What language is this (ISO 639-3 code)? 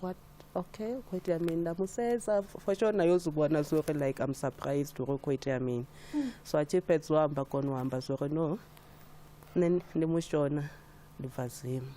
ven